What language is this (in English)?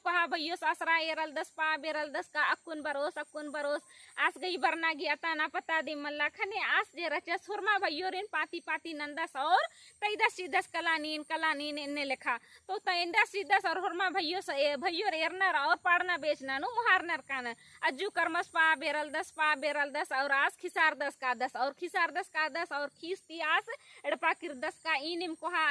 Kurukh